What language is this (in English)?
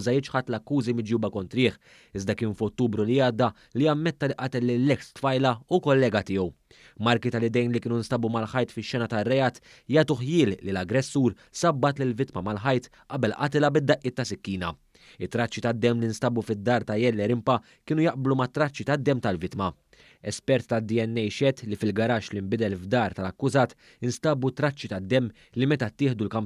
Maltese